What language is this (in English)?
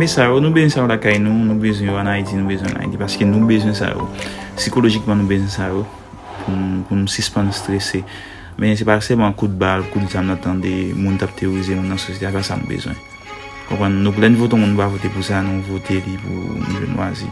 Haitian Creole